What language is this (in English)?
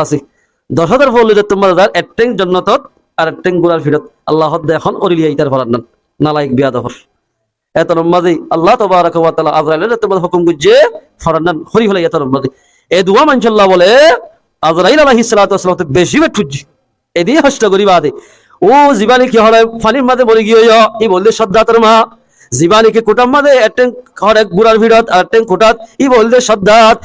Rohingya